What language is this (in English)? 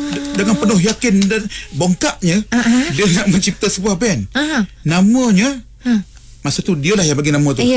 Malay